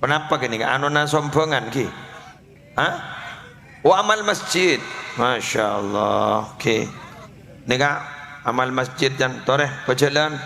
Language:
Madurese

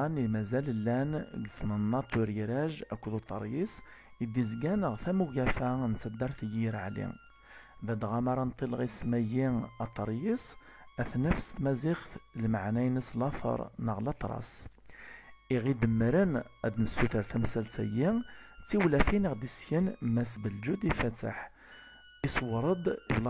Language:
Kabyle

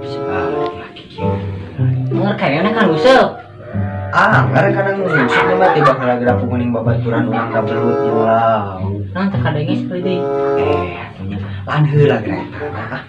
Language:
Sundanese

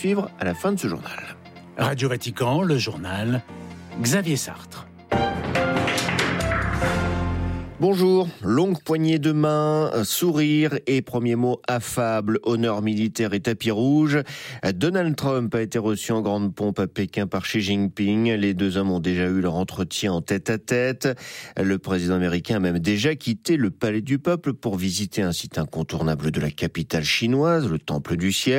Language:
French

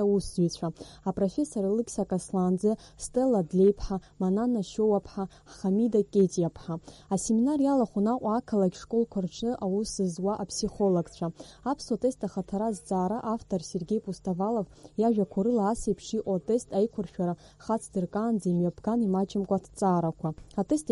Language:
Abkhazian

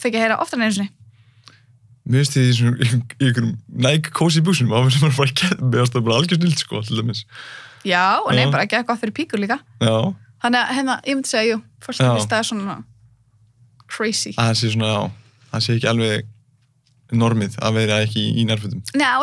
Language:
Icelandic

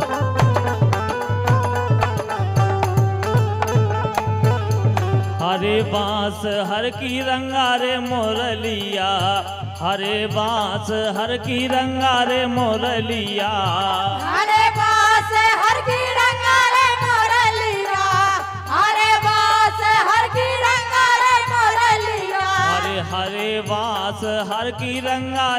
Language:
Bhojpuri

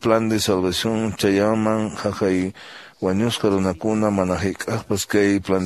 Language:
Quechua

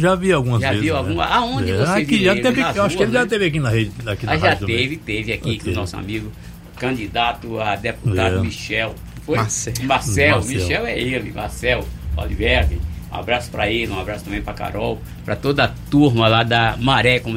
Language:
Portuguese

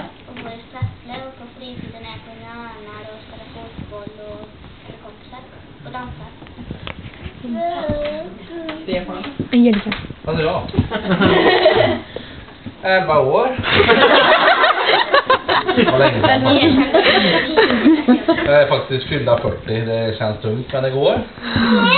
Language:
Swedish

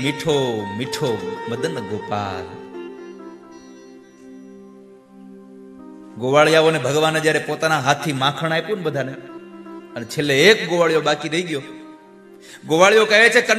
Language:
Gujarati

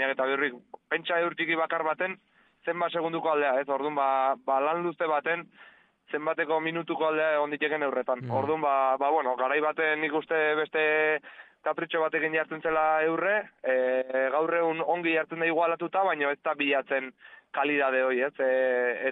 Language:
Basque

